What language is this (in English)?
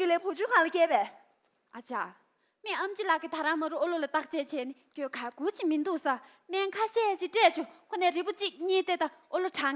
Tibetan